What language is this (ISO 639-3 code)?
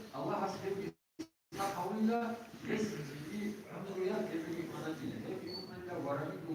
ava